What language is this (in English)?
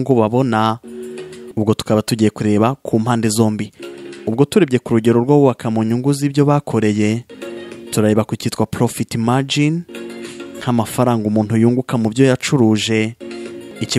Kinyarwanda